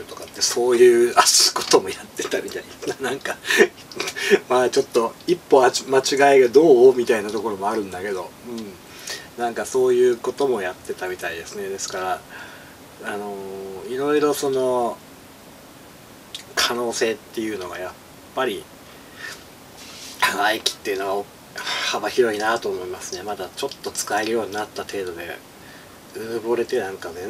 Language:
Japanese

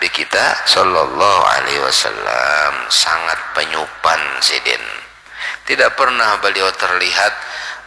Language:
Banjar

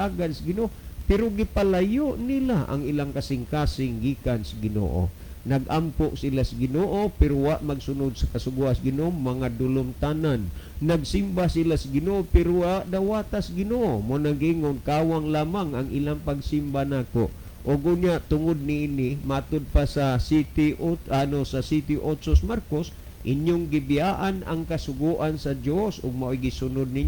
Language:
Cebuano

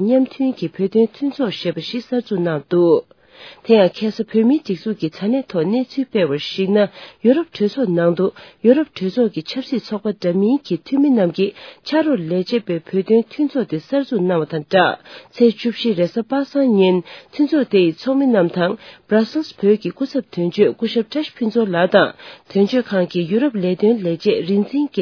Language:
Tibetan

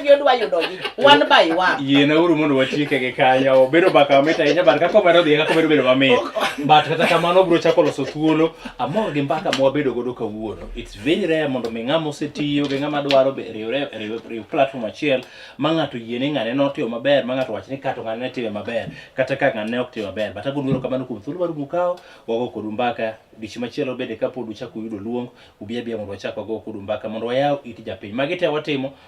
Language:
Luo (Kenya and Tanzania)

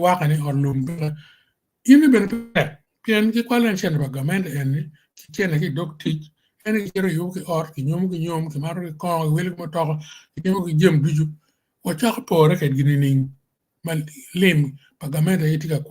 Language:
Acoli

